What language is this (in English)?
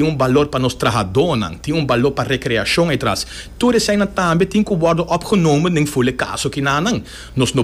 Papiamento